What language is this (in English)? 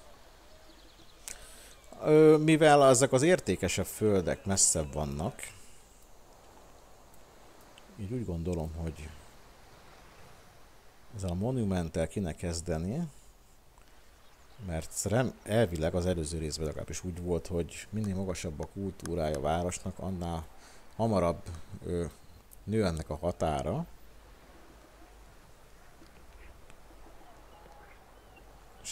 Hungarian